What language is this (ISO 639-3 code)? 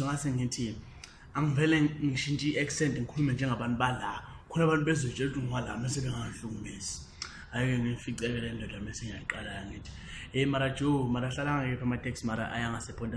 zul